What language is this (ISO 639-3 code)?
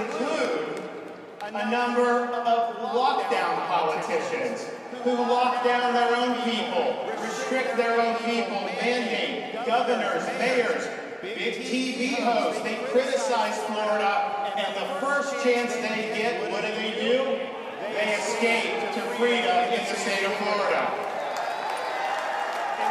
eng